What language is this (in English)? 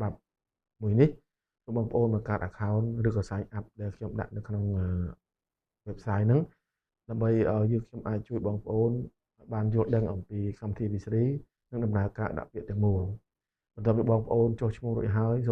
Khmer